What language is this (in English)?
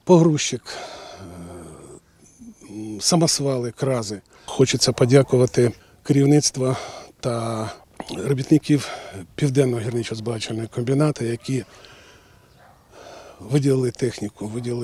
Ukrainian